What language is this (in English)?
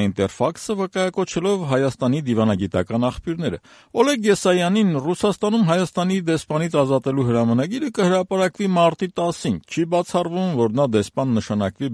Armenian